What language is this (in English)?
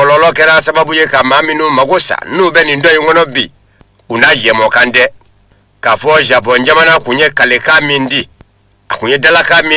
Bambara